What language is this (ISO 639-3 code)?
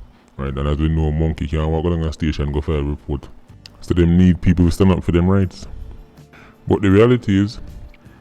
jam